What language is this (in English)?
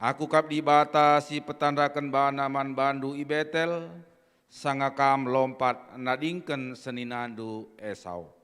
Batak Karo